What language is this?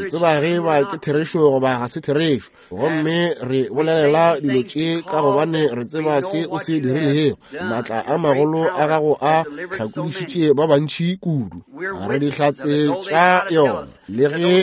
Northern Sotho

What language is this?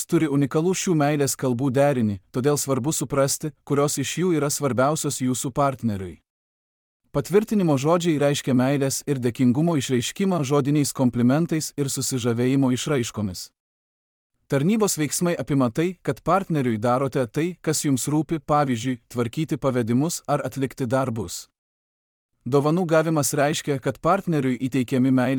Lithuanian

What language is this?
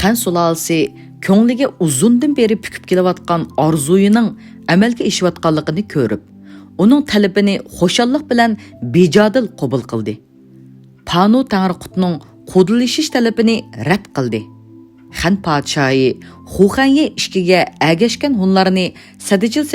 Uyghur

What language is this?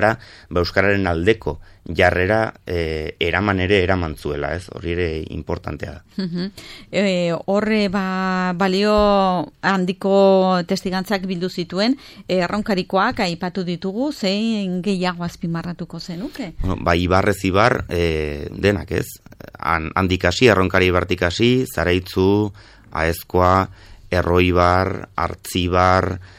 Basque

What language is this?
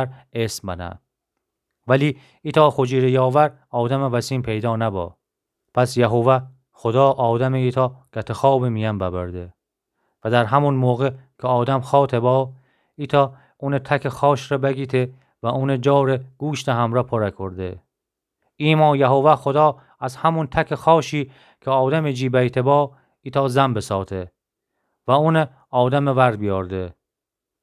Gilaki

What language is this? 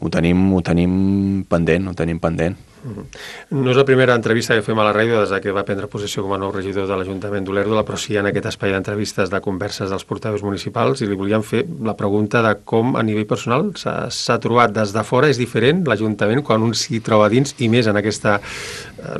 Catalan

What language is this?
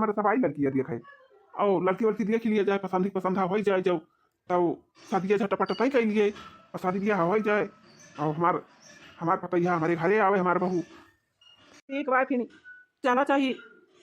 Awadhi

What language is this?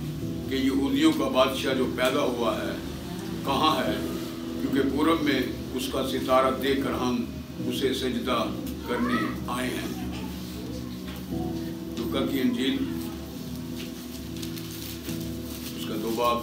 Urdu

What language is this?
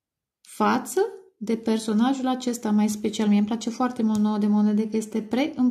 Romanian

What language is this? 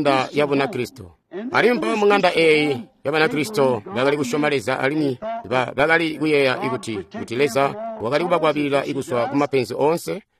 Tonga (Zambia)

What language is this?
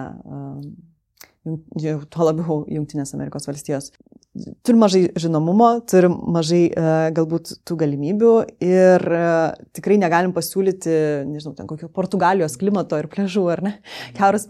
Lithuanian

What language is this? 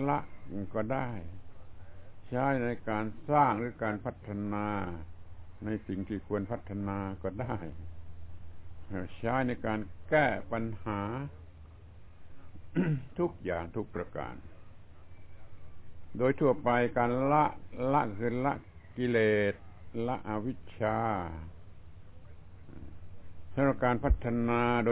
Thai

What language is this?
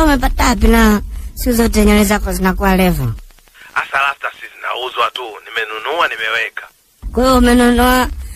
Swahili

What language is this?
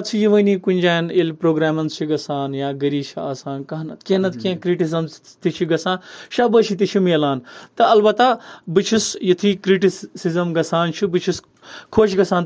Kashmiri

